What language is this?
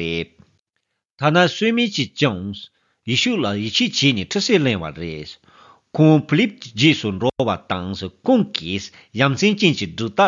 Tibetan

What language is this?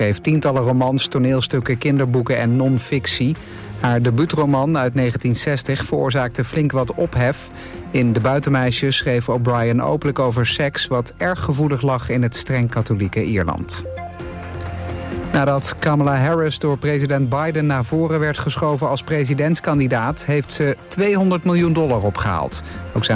Dutch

